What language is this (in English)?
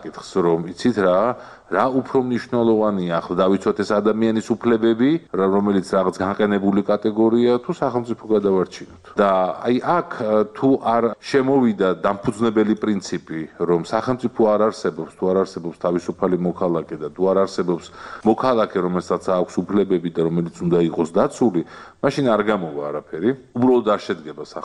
Georgian